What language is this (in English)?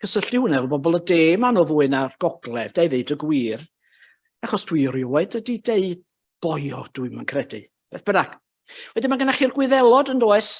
Welsh